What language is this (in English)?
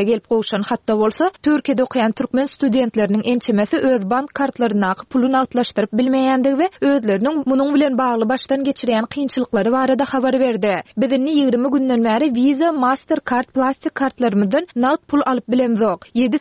Turkmen